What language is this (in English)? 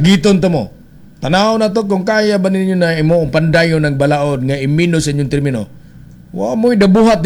Cebuano